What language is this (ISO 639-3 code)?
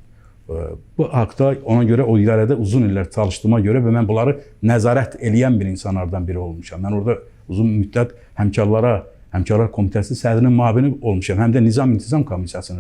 aze